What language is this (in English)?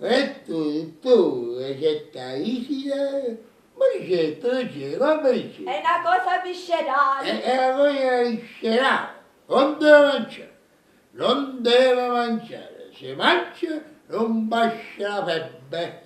Neapolitan